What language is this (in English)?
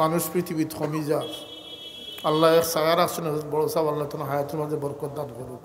Sylheti